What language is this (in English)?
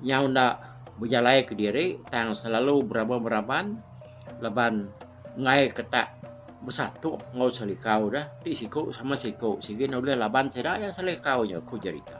Iban